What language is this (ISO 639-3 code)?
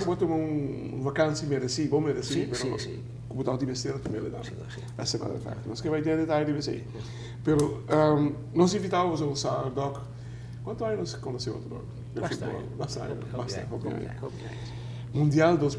pap